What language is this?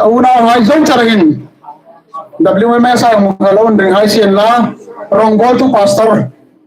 Hmar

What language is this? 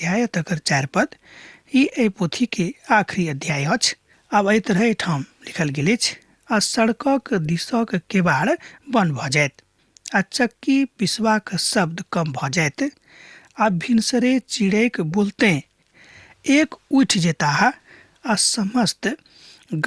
Maithili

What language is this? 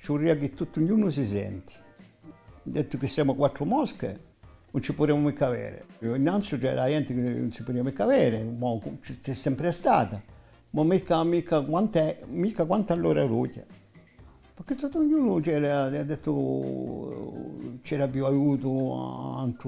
Corsican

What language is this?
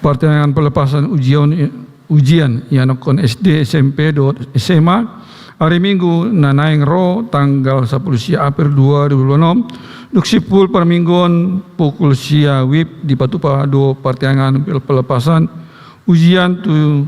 Batak Toba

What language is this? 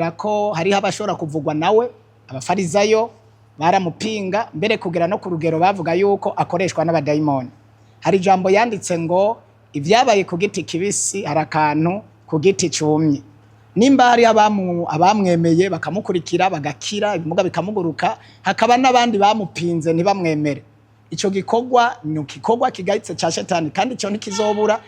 Rundi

